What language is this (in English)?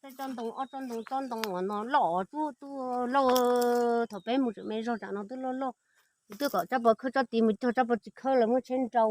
Hmong